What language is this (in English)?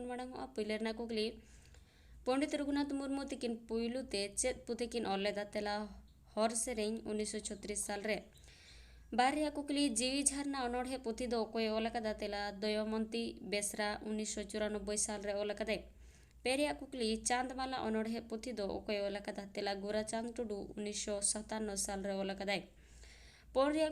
Santali